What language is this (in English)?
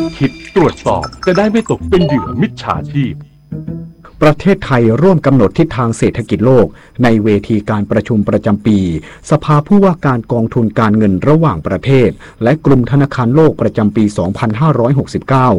Thai